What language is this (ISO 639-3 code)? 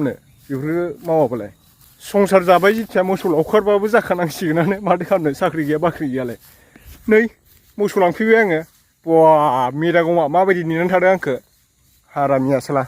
brx